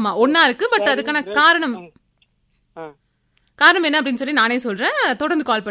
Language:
Tamil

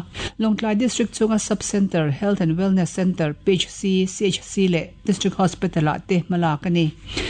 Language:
Mizo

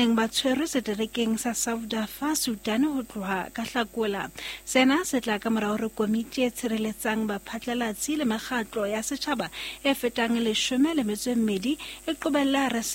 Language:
Southern Sotho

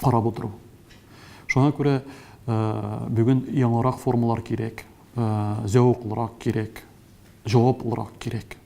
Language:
Tatar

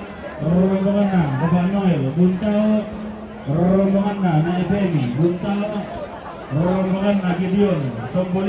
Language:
Toraja-Sa'dan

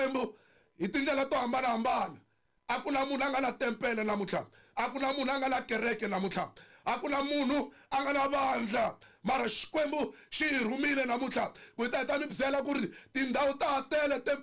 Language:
Tsonga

